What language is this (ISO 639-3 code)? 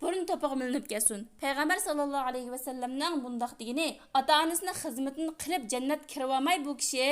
uig